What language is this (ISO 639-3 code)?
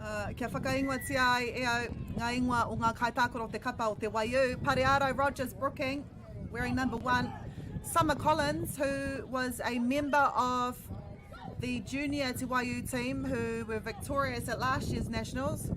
mri